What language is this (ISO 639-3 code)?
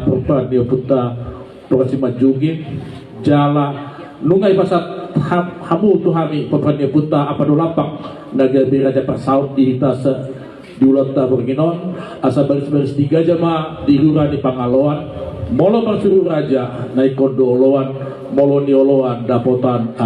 bbc